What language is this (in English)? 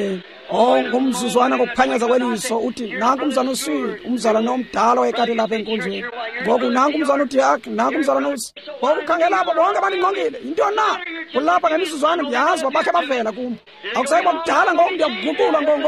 Xhosa